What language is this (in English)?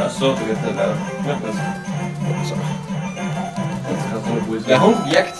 Bavarian